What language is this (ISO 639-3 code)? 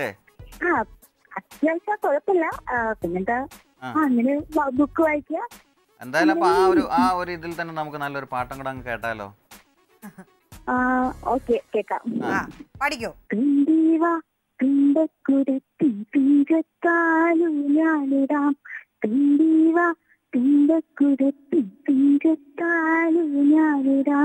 mal